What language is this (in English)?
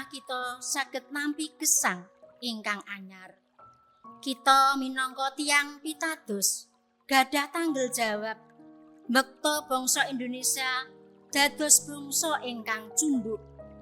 Javanese